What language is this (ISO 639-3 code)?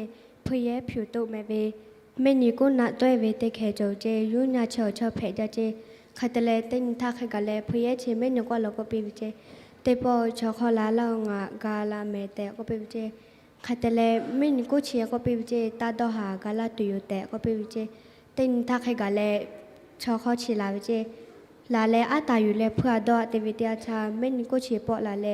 lhu